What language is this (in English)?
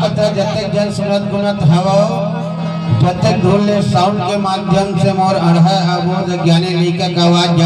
Chhattisgarhi